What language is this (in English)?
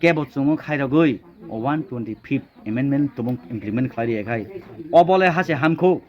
Kok Borok